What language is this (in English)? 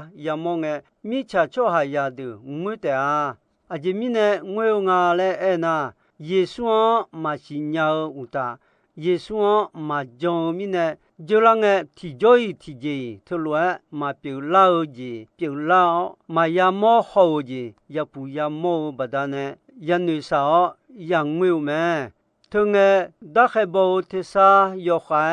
Akha